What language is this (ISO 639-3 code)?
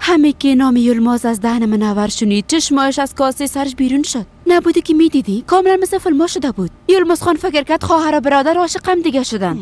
fas